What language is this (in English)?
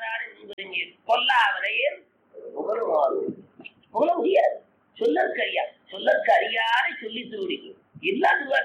Tamil